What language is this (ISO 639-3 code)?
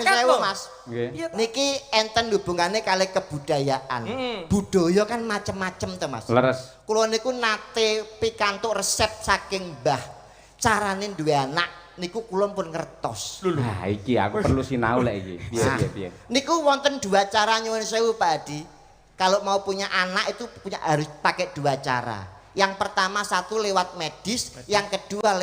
jav